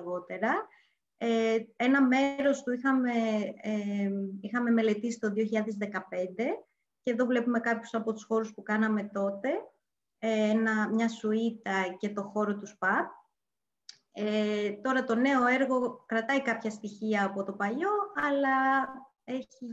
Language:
Greek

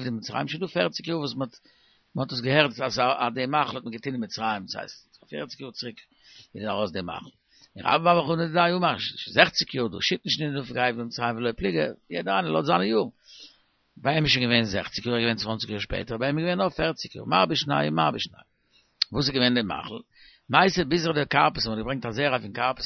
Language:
Yiddish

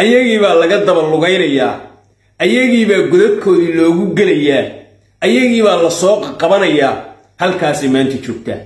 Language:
Somali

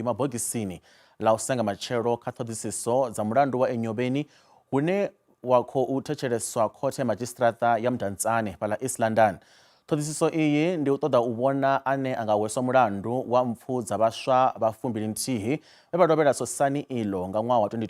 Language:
Venda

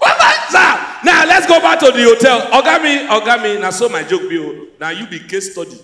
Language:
Nigerian Pidgin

